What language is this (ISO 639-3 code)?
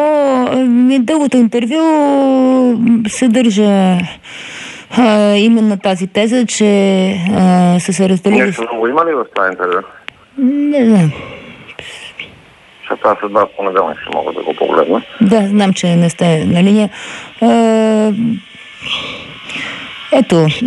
bul